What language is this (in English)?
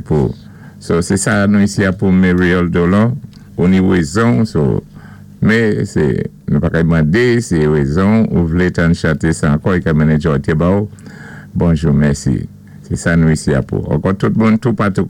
Saint Lucian Creole French